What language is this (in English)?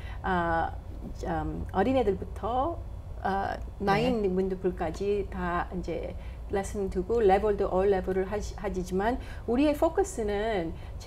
Korean